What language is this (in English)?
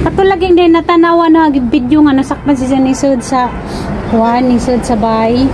Cebuano